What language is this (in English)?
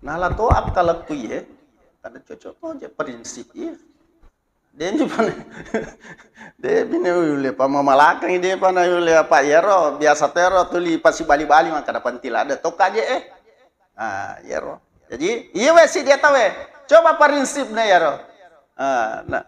Buginese